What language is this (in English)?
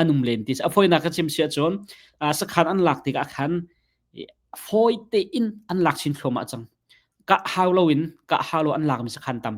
Hakha Chin